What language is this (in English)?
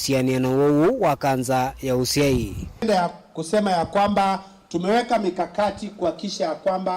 Kamba